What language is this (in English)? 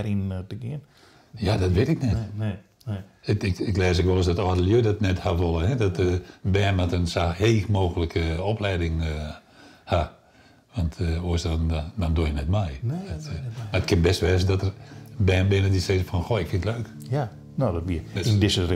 Western Frisian